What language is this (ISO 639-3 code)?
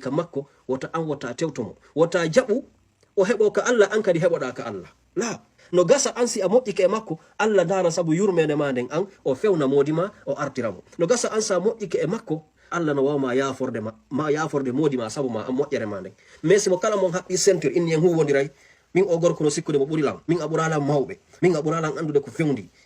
ful